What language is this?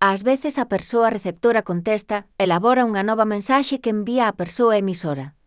Galician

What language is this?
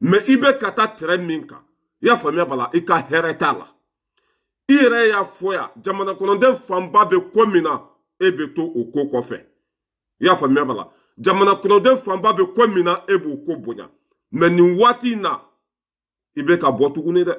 Bambara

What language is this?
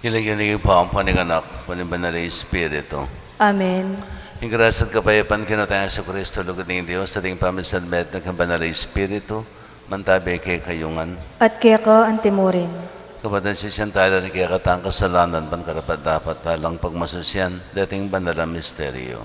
Pampanga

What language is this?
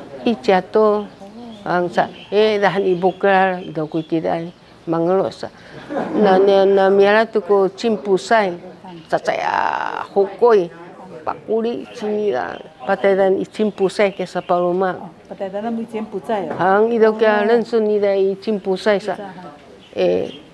Sakizaya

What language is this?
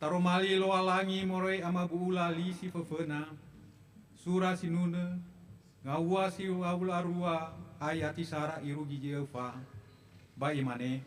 Nias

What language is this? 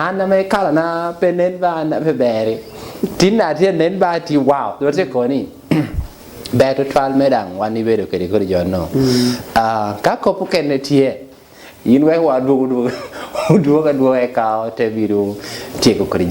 Lango (Uganda)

